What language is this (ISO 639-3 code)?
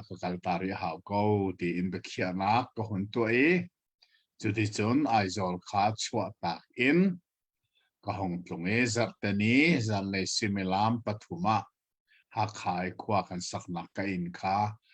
cnh